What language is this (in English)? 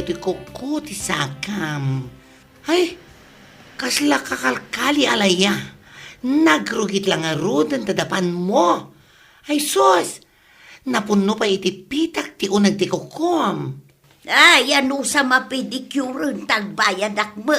Iloko